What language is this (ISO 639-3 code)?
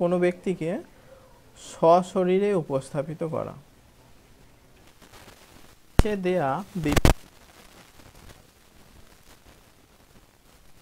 ben